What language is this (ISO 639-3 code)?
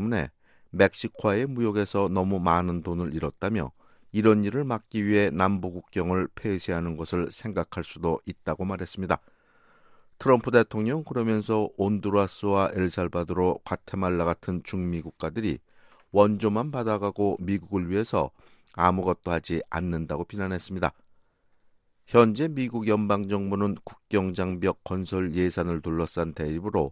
kor